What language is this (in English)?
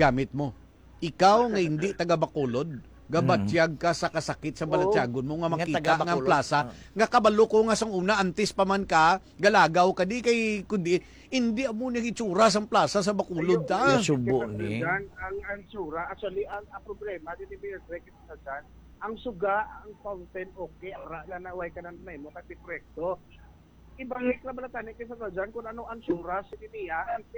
Hiligaynon